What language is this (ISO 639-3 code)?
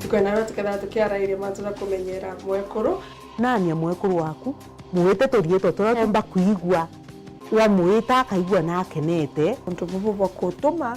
mer